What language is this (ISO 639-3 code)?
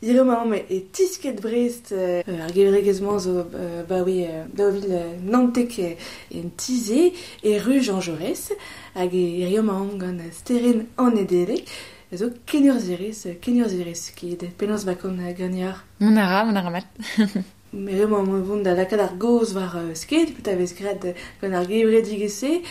bre